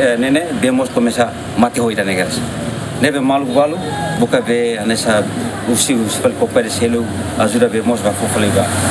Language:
Tetum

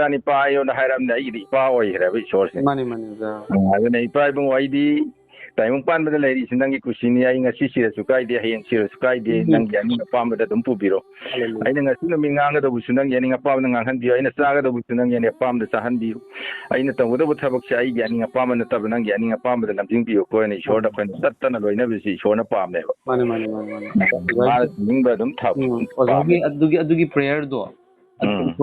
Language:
Manipuri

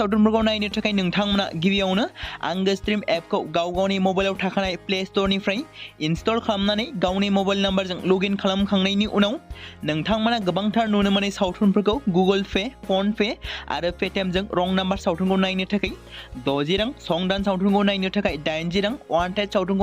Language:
Bodo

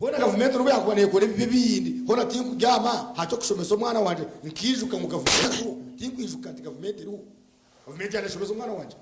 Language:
Nyankole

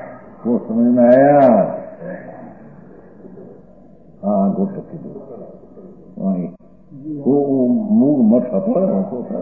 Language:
Gujarati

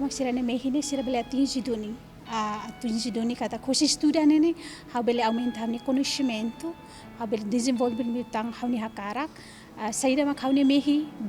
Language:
Tetum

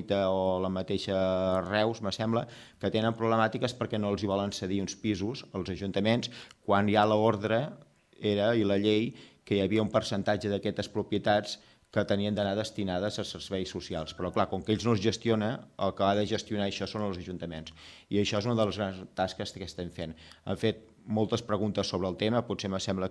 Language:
Catalan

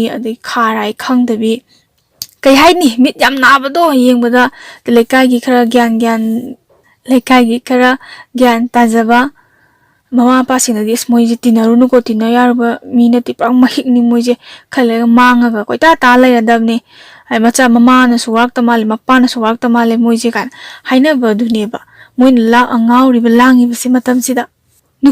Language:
Manipuri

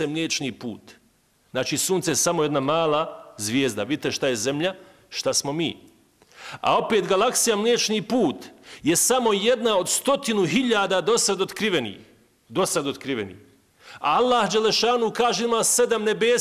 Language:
Bosnian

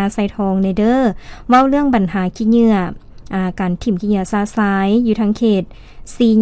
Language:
Lao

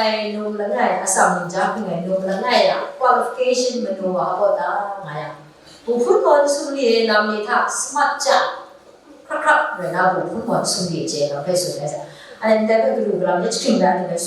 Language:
Kachin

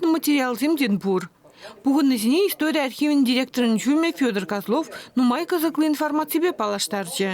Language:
Chuvash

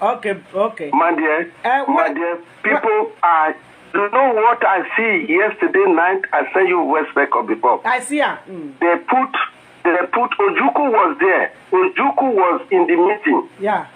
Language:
Nigerian Pidgin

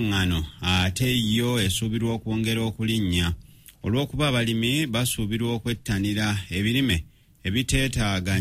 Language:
Ganda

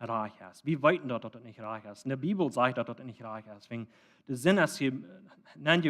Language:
Plautdietsch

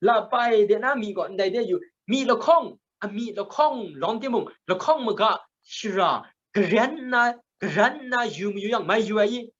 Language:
Kachin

